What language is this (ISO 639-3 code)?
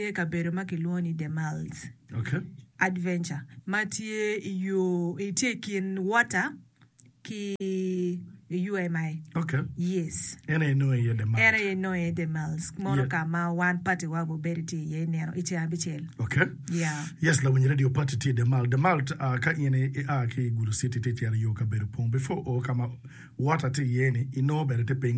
ach